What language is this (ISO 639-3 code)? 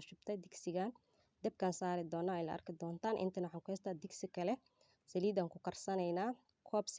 som